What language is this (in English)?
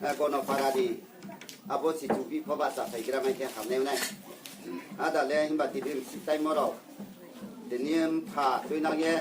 Riang (India)